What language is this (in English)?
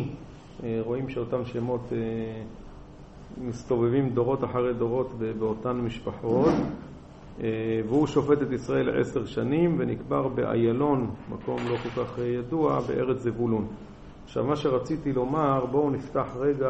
Hebrew